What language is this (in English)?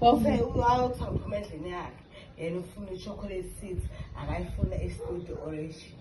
Zulu